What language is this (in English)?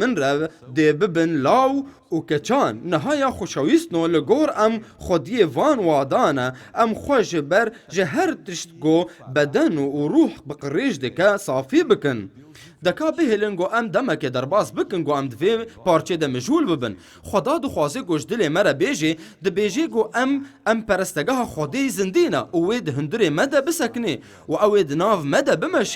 Kurdish